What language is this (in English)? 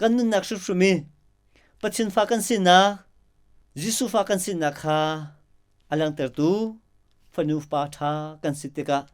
Hakha Chin